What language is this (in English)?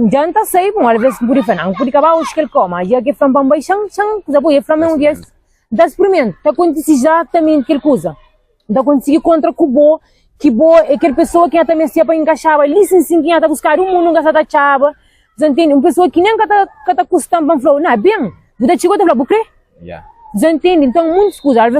Kabuverdianu